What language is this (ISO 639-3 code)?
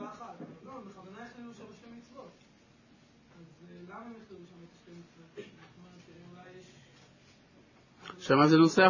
heb